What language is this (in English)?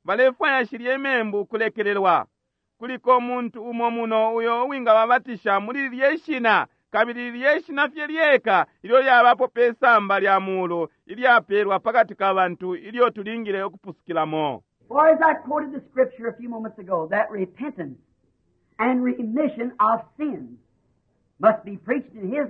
Bemba